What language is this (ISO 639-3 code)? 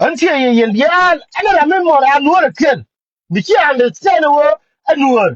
nus